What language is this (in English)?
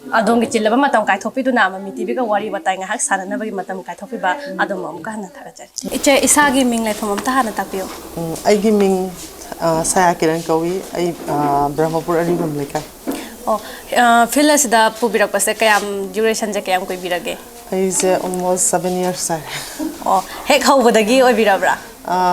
Manipuri